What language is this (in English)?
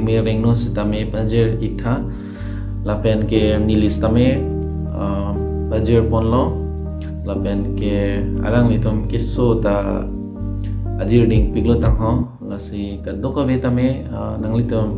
Karbi